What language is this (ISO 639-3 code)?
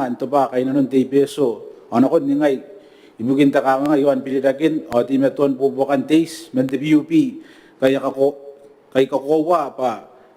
gil